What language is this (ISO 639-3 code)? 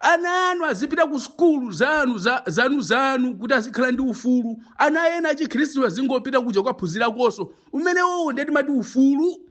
nya